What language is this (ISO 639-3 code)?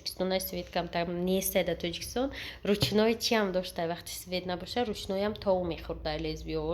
tgk